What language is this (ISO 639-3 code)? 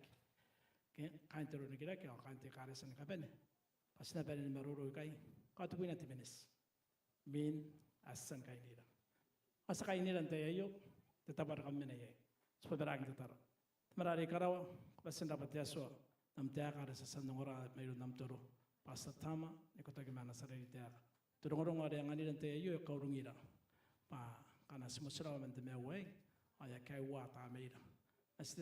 gil